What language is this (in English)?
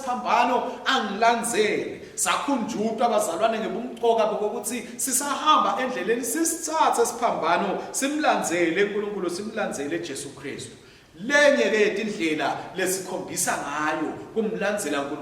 Swati